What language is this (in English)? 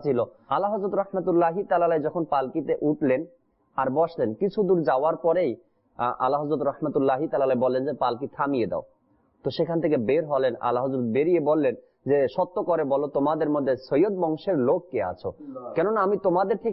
Bangla